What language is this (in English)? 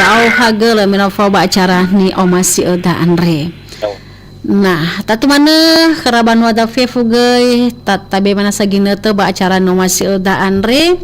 Nias